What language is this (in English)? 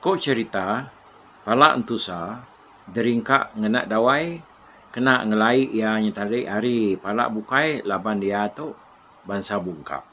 Iban